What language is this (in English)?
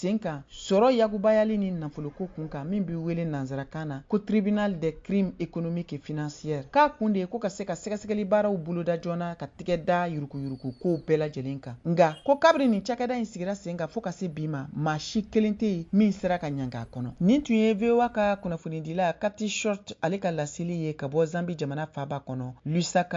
Bambara